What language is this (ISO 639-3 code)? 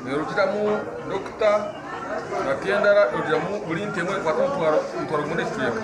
nyn